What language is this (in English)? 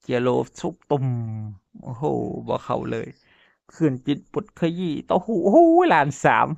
Northeastern Thai